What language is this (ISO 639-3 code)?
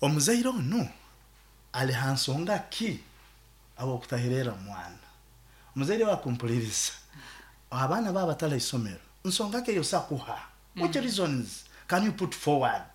nyo